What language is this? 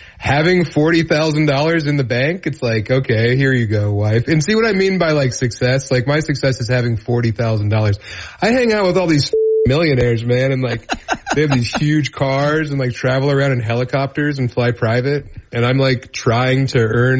English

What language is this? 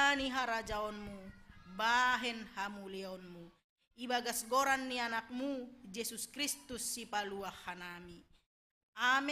Batak Simalungun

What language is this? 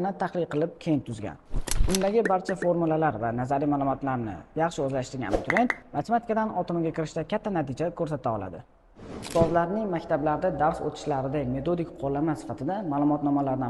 Uzbek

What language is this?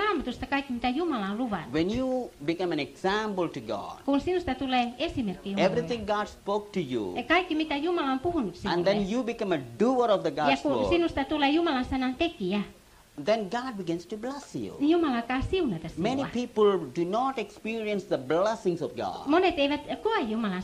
Finnish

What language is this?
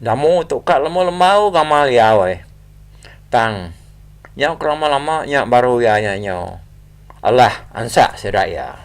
Iban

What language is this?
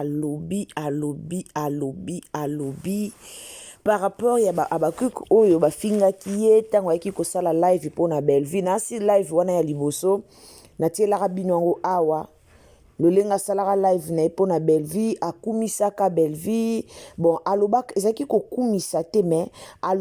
Lingala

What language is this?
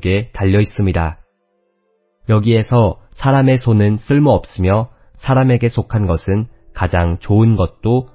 Korean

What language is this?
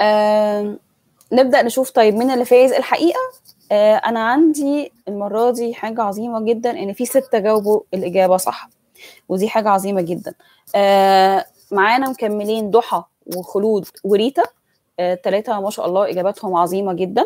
Egyptian Arabic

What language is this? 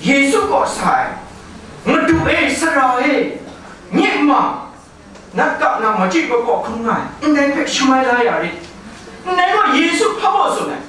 Kachin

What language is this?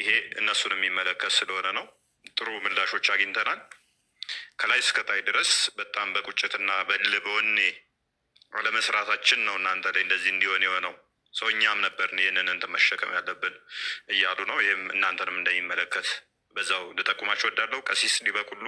Amharic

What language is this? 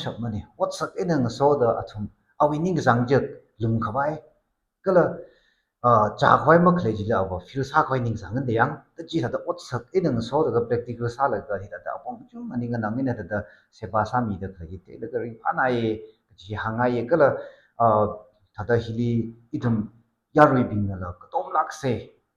Tangkhul Naga (India)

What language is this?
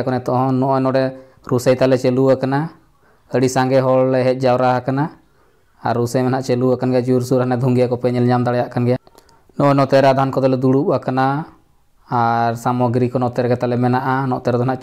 Santali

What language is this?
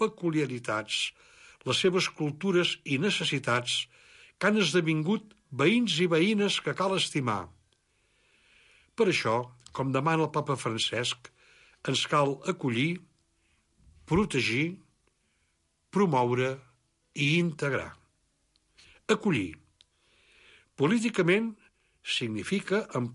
Catalan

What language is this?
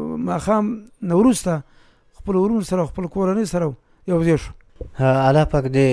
Pashto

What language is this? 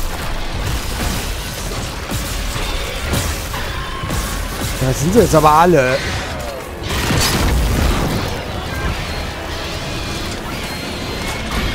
German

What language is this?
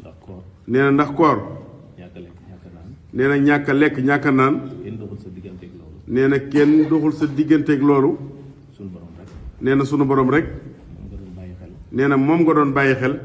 Wolof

